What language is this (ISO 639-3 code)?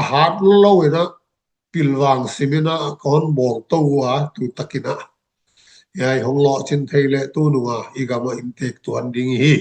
ctd